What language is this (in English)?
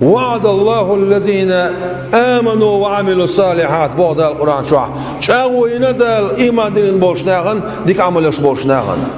Chechen